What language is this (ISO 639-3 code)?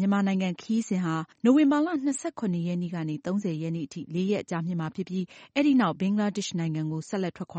mya